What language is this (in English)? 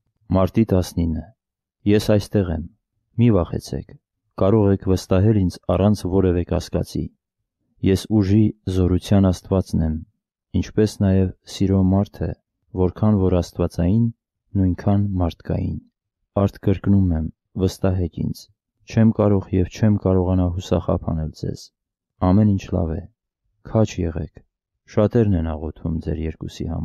Armenian